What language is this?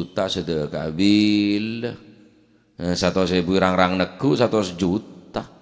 Madurese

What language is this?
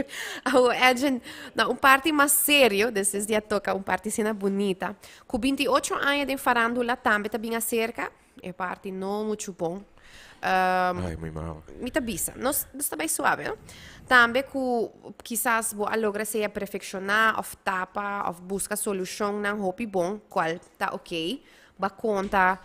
Papiamento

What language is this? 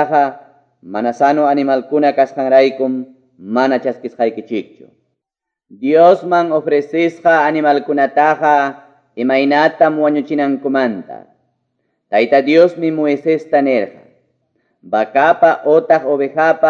Quechua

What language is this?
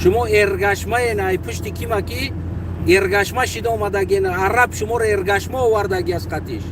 Tajik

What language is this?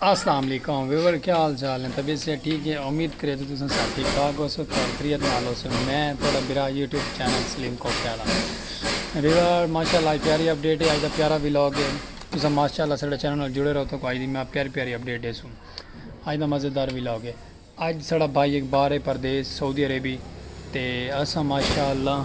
Saraiki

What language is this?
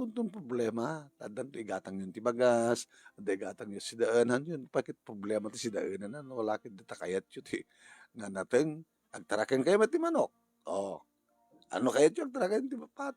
Iloko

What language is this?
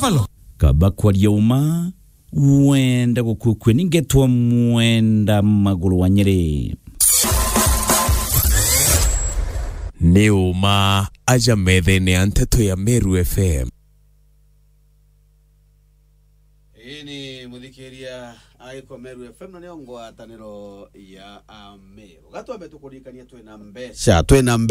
Meru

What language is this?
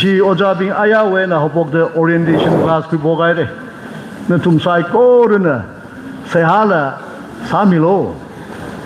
Tangkhul Naga (India)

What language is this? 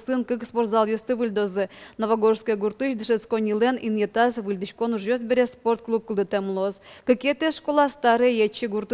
Udmurt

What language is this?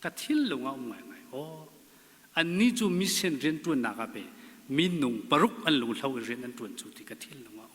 Hakha Chin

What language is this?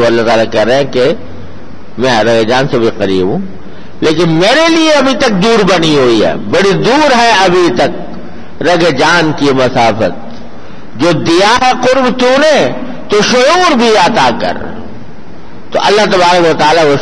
Urdu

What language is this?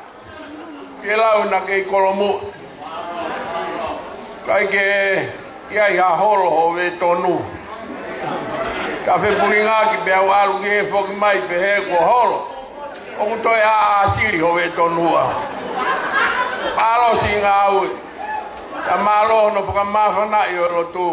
Tongan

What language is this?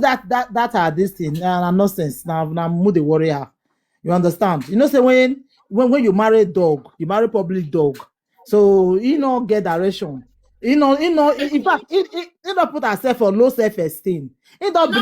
Nigerian Pidgin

